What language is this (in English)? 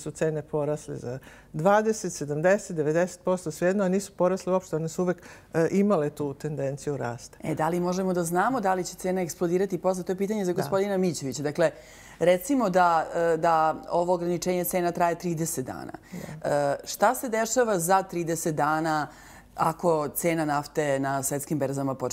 Serbian